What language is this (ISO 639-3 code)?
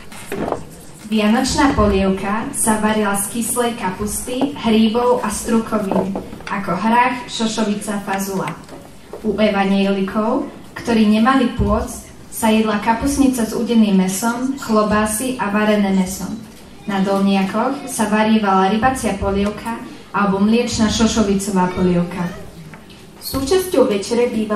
slk